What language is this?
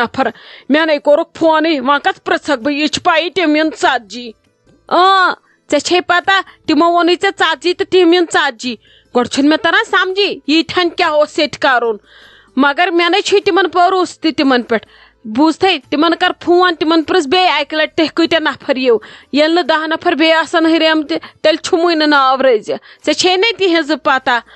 Kashmiri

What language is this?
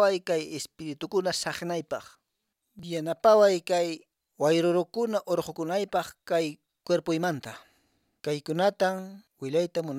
Quechua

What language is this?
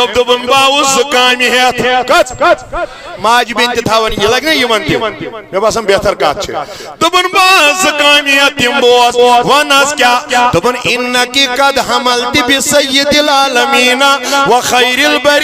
Kashmiri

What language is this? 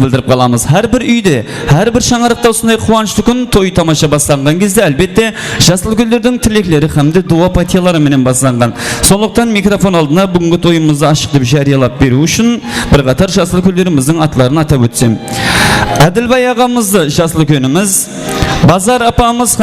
Kara-Kalpak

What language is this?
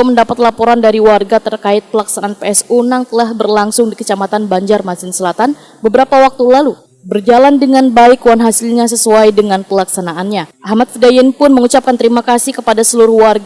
Banjar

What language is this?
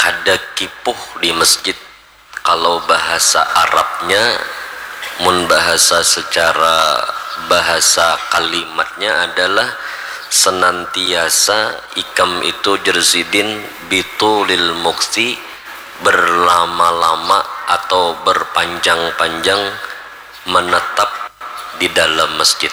Banjar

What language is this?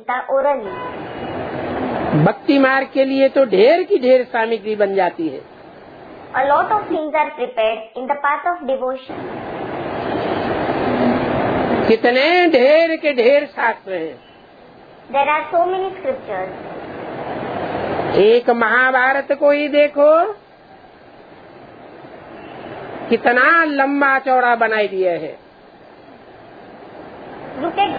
Hindi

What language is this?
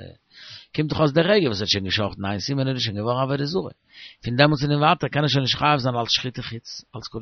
Yiddish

